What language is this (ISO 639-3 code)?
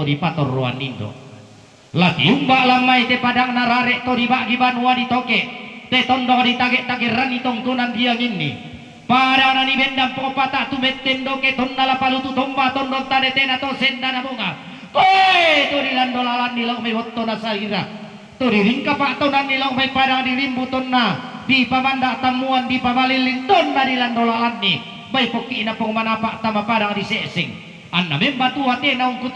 sda